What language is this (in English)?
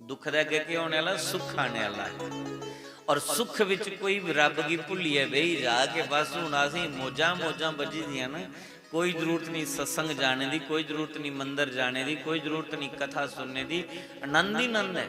Dogri